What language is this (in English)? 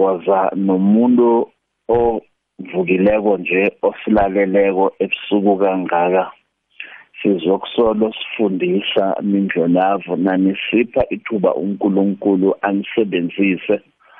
South Ndebele